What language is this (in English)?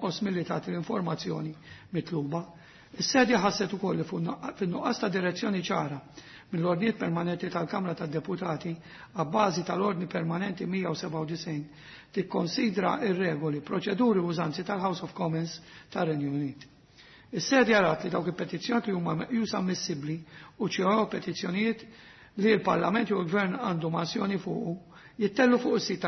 Maltese